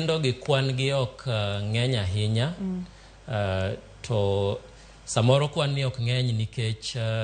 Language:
Luo (Kenya and Tanzania)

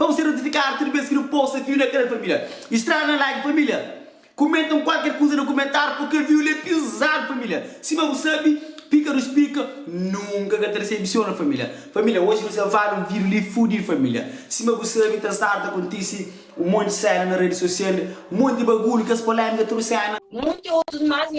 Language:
Kabuverdianu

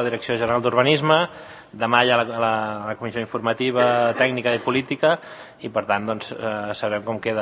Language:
Catalan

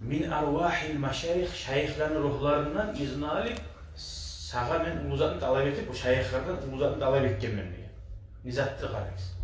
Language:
Kumyk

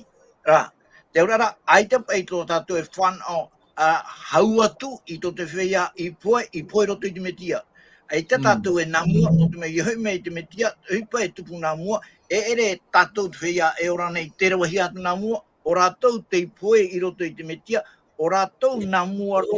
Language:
Tahitian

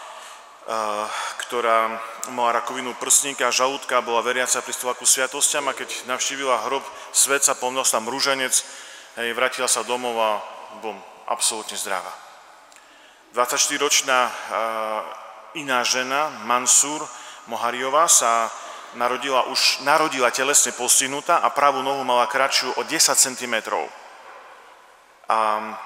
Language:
Slovak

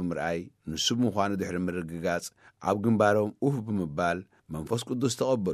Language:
Tigrinya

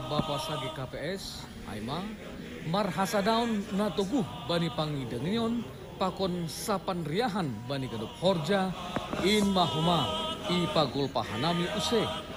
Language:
Batak Simalungun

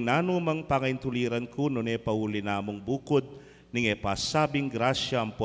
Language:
Pampanga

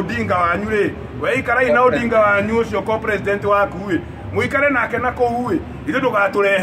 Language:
Kikuyu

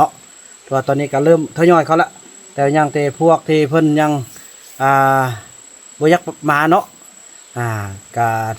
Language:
Lao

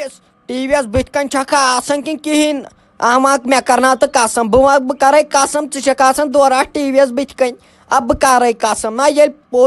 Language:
Kashmiri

